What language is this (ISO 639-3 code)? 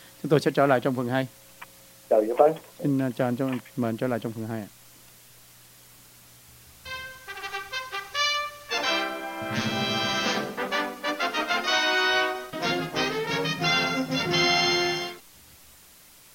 vie